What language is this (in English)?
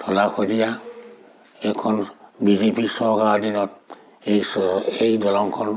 Assamese